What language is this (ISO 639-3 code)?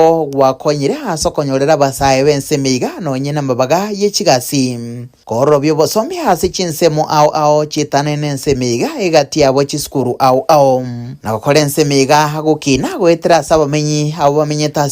guz